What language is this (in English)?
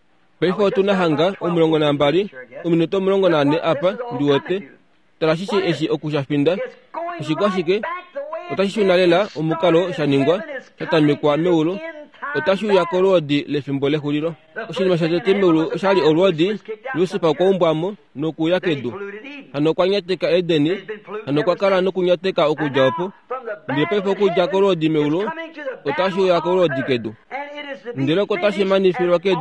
Kuanyama